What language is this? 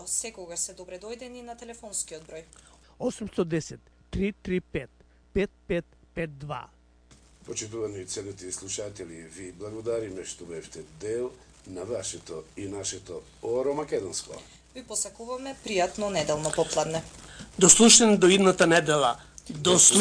Macedonian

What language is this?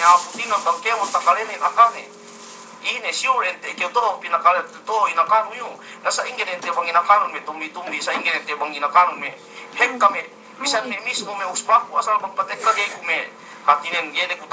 Yakan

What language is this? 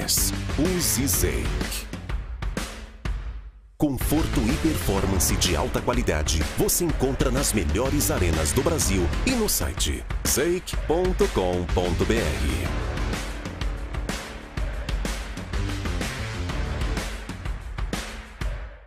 Portuguese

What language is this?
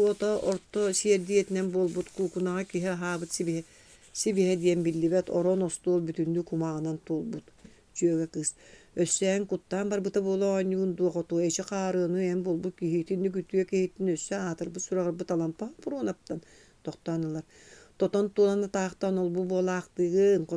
Yakut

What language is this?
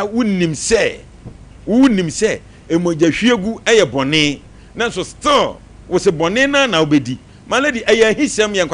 Akan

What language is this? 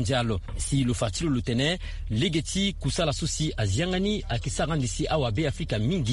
Sango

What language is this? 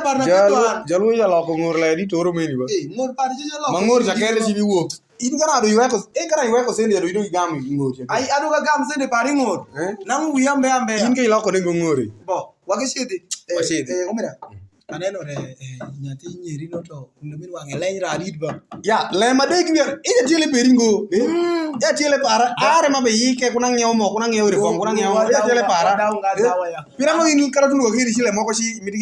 Alur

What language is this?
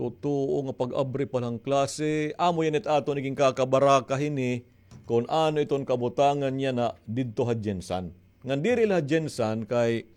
Waray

